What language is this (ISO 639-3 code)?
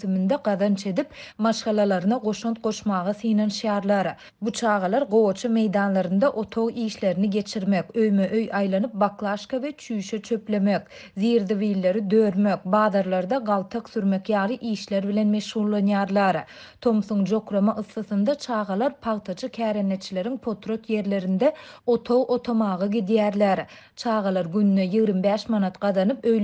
tuk